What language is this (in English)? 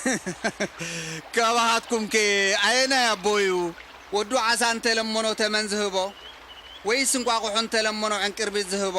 Tigrinya